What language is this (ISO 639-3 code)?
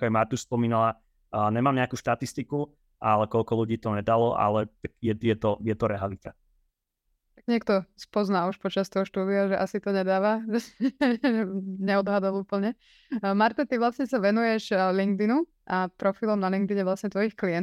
slk